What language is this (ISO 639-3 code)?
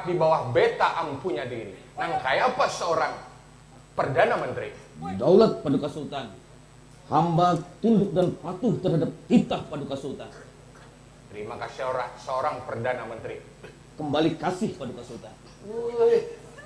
bjn